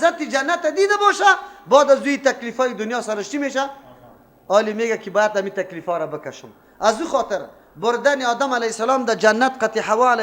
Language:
Persian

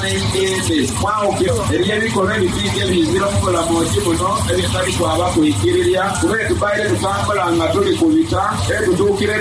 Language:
Soga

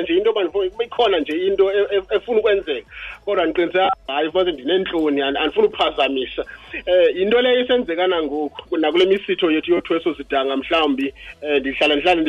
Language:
Xhosa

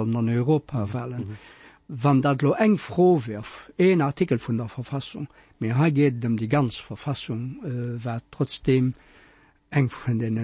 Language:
Luxembourgish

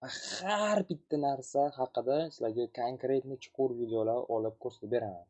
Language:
Uzbek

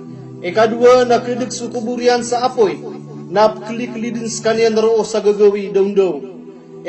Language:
Maranao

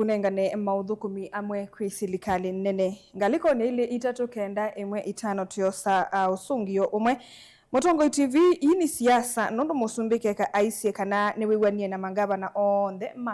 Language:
Kamba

